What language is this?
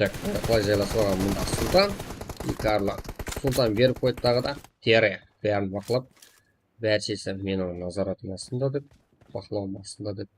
Kara-Kalpak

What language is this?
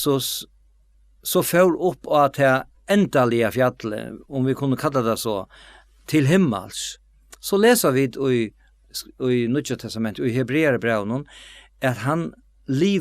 Faroese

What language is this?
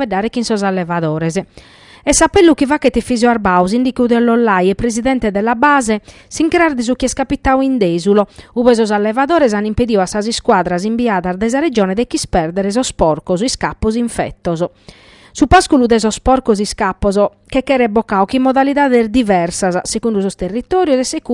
Sardinian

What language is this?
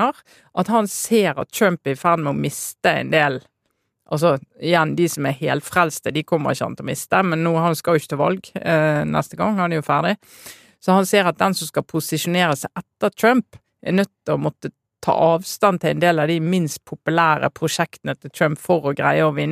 Norwegian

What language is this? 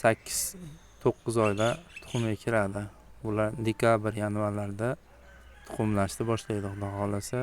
Uzbek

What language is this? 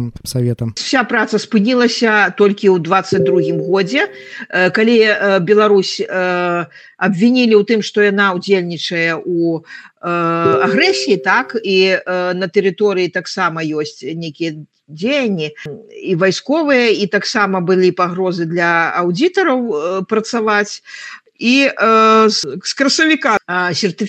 Belarusian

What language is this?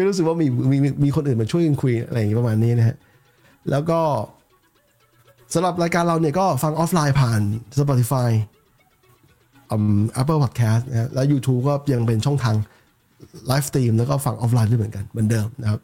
Thai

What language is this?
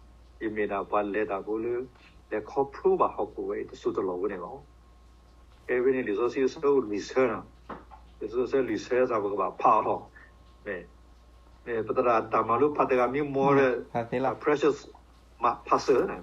S'gaw Karen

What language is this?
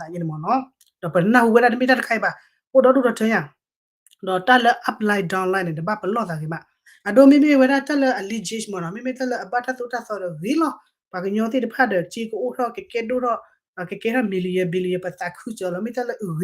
S'gaw Karen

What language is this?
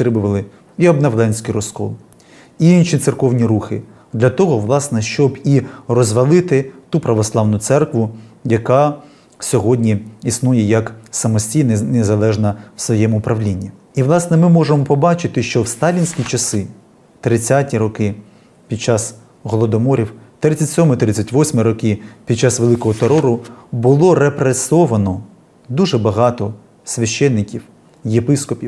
Ukrainian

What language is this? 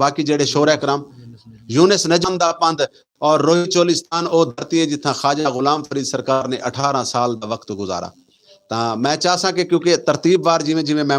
Saraiki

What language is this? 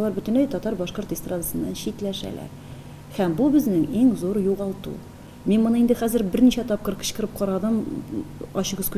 Tatar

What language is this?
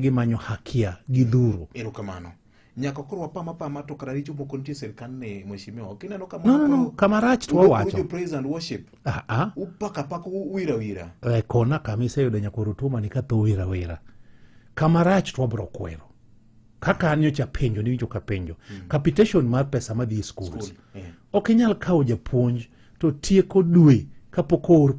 Luo (Kenya and Tanzania)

